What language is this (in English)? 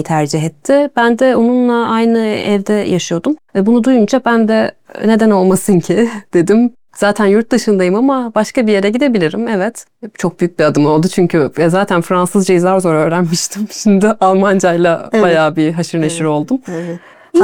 Turkish